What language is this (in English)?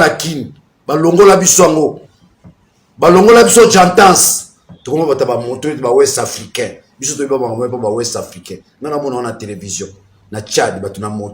Lingala